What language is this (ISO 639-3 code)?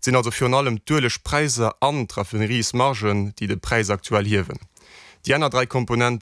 ltz